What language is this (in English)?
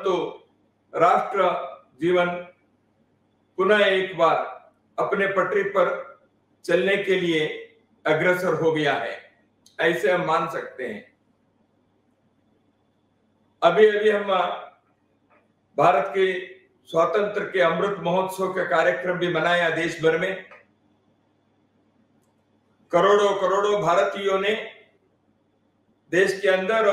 Hindi